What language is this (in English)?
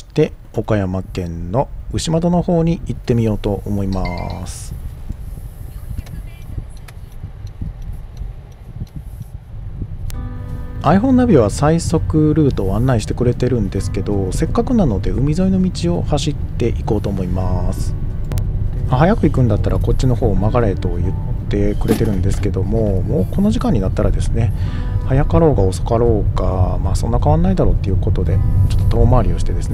Japanese